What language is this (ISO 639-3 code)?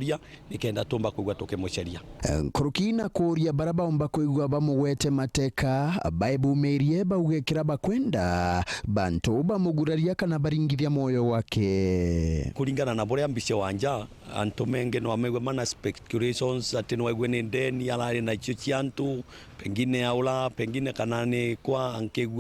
mer